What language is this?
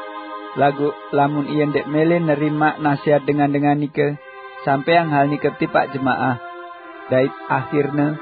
Sasak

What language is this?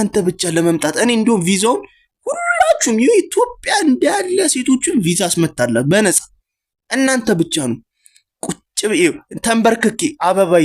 Amharic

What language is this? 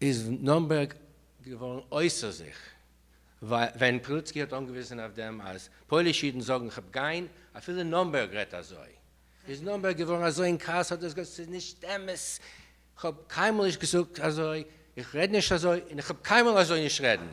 Yiddish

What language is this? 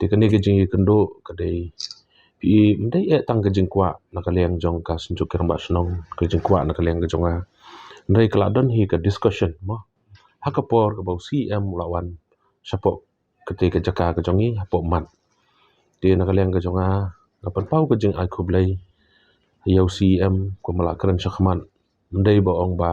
Khasi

